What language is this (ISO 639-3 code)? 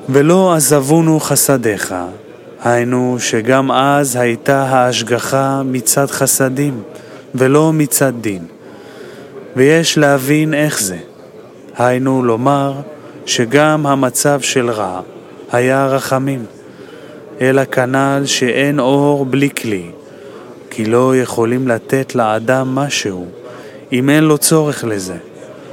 heb